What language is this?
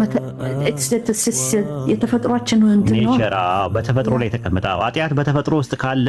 Amharic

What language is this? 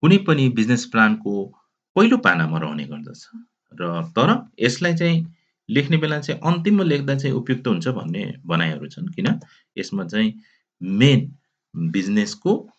Nepali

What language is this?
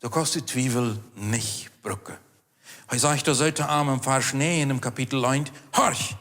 Plautdietsch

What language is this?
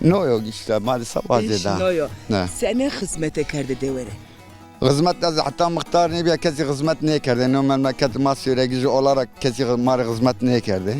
Zaza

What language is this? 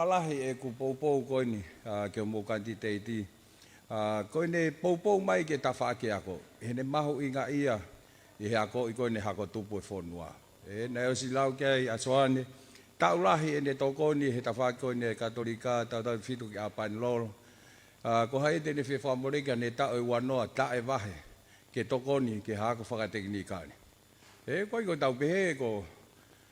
Tongan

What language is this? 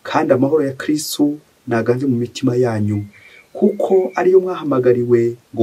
Kinyarwanda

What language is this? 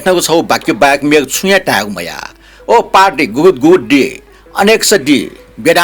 Newari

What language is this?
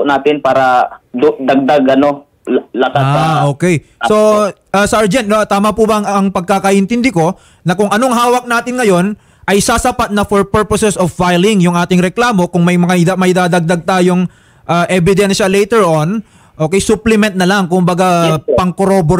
Filipino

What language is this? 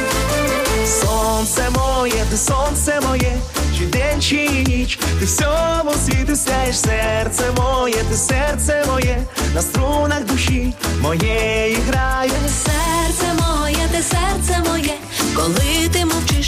Ukrainian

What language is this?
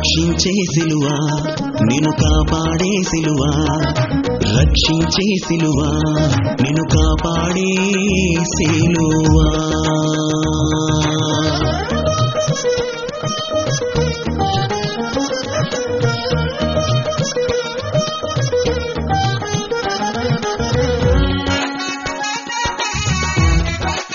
Telugu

